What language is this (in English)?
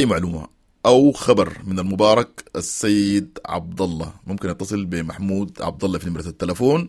Sudanese Arabic